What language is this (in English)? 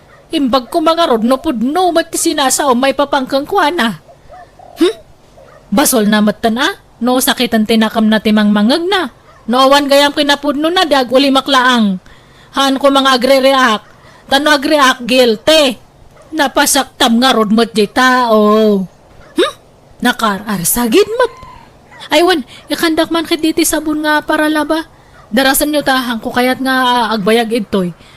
Iloko